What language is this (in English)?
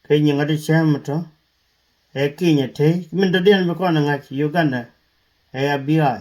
Nuer